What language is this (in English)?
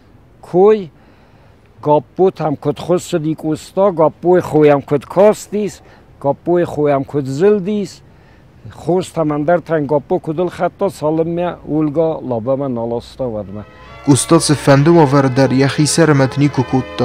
Ossetic